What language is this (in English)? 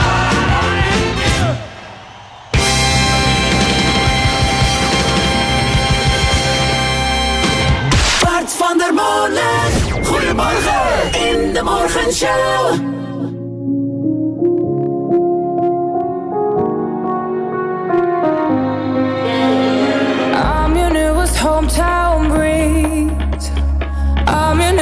Dutch